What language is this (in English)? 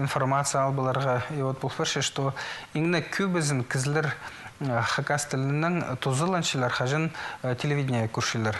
Khakas